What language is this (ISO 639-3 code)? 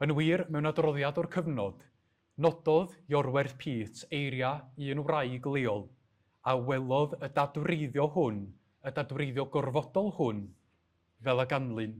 cym